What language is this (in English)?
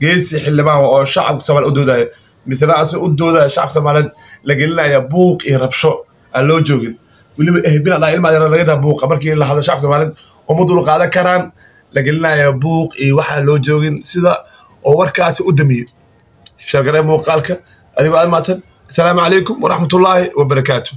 Somali